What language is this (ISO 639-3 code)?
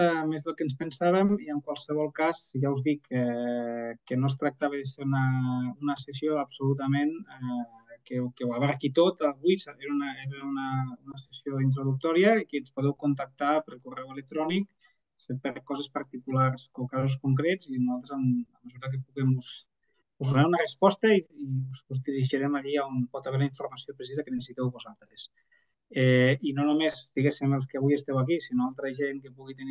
cat